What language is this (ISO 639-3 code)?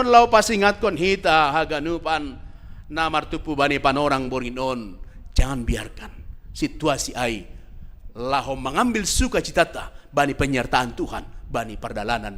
bts